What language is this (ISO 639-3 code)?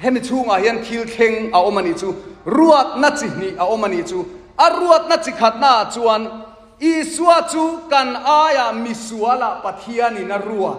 lus